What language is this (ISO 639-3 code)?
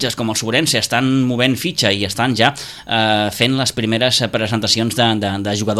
cat